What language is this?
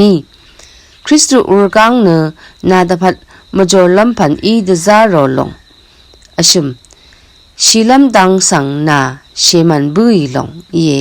Rawang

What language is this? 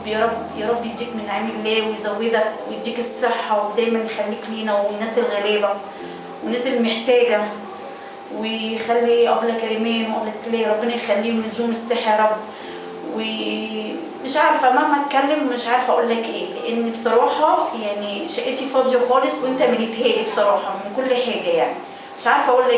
Egyptian Arabic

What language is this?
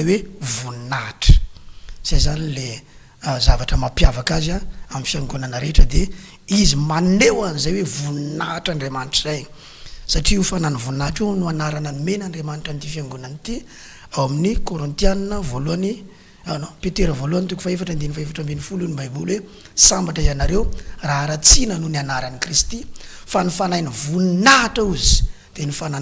Malagasy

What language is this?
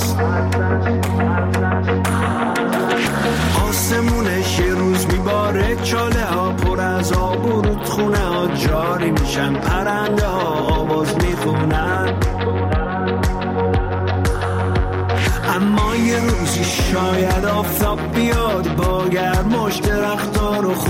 Persian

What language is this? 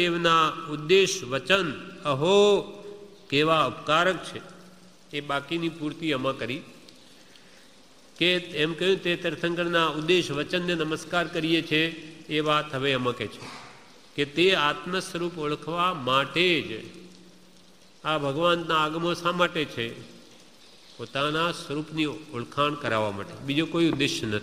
Gujarati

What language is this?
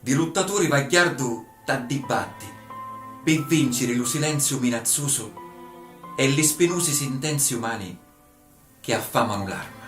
Sicilian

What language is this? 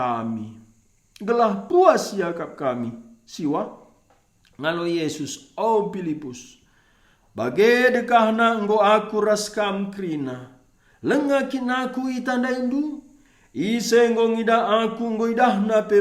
Batak Karo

